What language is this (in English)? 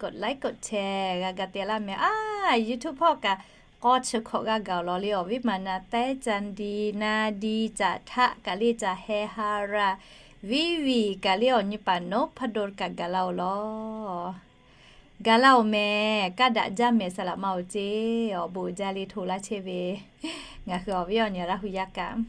Lahu